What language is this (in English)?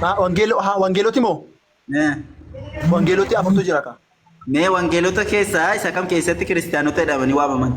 Oromo